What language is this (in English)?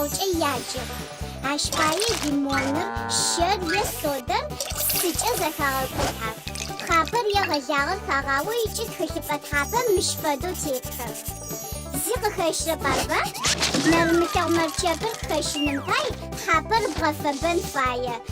Adyghe